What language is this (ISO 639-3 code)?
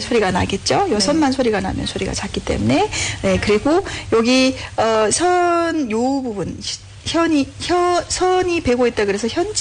kor